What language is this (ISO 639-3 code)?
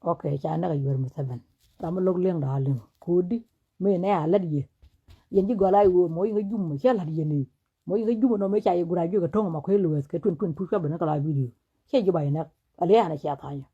nus